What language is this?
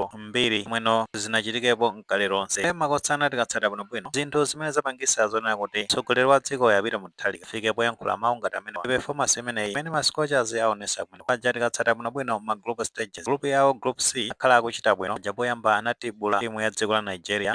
Nyanja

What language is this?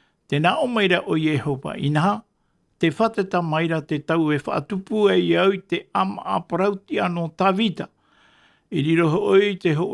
Tahitian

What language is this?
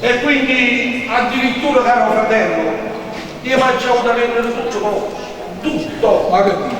Neapolitan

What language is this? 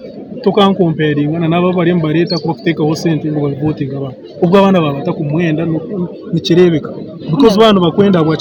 Nyankole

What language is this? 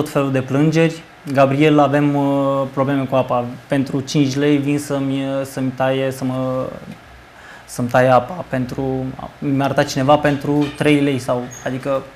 Romanian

